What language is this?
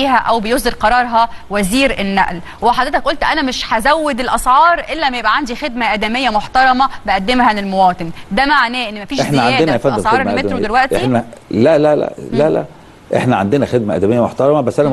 Egyptian Arabic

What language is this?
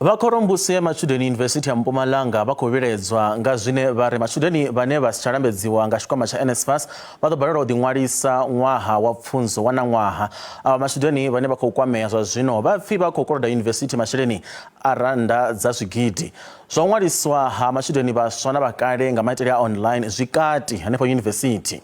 Venda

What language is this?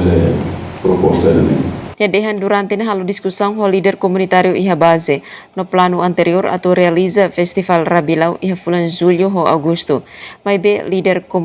Tetum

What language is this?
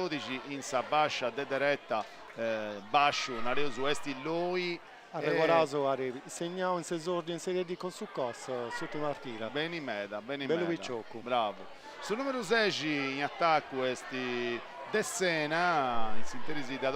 Sardinian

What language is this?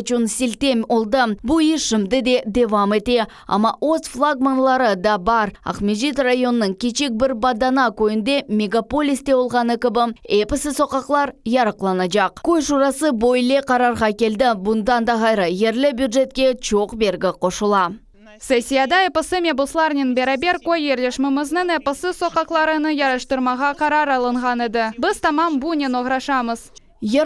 Crimean Tatar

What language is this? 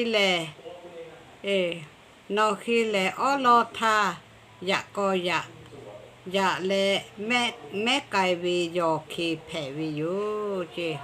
Lahu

